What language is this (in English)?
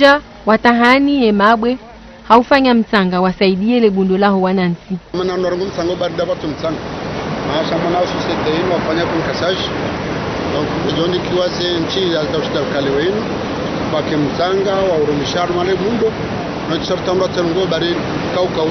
Ngazidja Comorian